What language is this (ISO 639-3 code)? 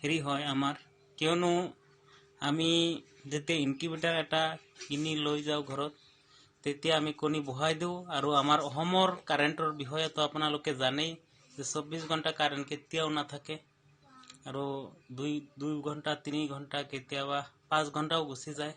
asm